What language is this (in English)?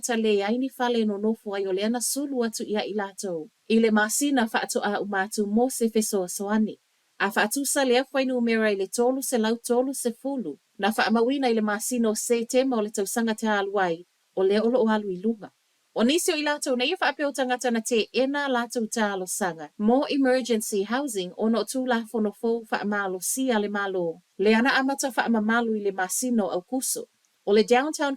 Samoan